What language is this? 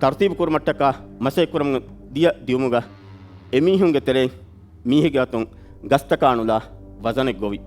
Divehi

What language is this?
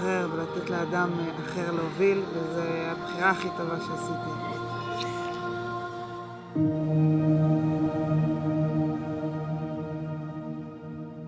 Hebrew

